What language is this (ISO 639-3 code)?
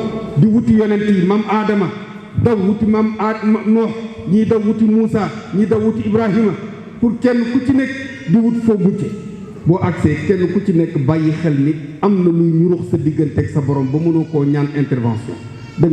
wol